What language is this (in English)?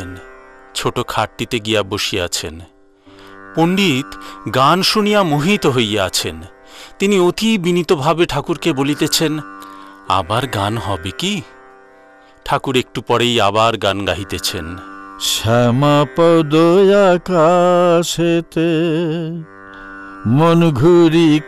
Bangla